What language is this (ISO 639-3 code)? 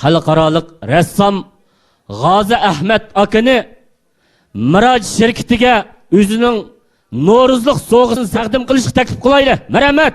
uig